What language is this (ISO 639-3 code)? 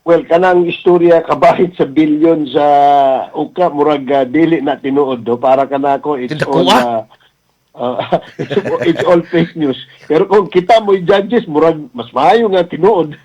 ceb